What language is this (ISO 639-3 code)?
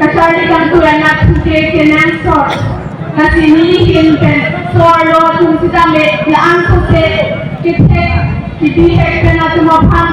mjw